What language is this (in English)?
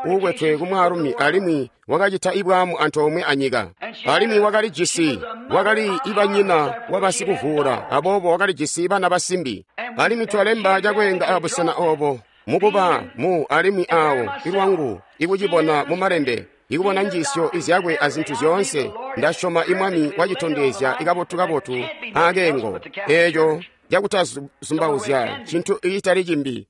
Tonga (Zambia)